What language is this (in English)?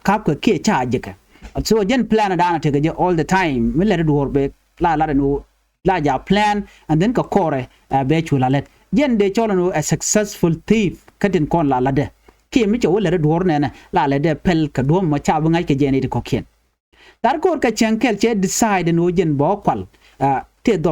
Nuer